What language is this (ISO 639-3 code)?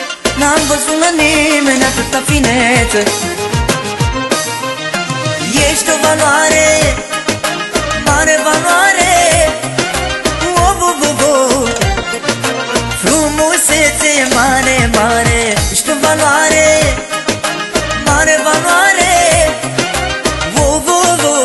ron